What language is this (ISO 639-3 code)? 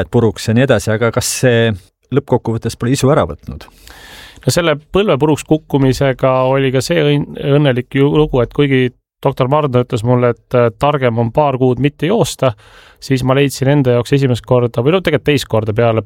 est